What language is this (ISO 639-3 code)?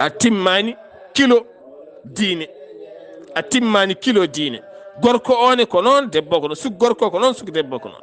ful